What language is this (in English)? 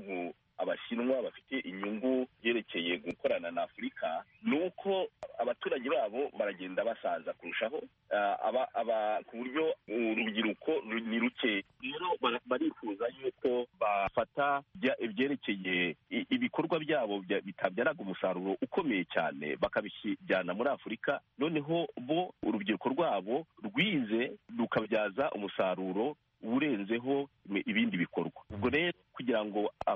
Kinyarwanda